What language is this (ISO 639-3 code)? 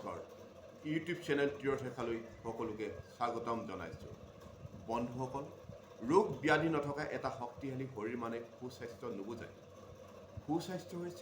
asm